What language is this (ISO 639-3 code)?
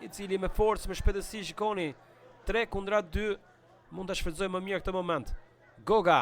sqi